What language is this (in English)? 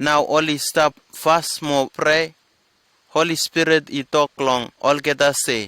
Bislama